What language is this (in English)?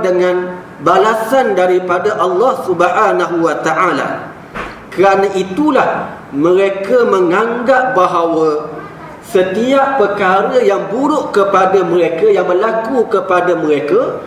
Malay